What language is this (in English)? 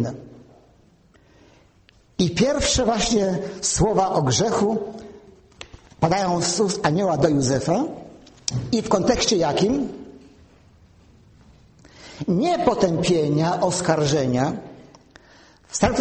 Polish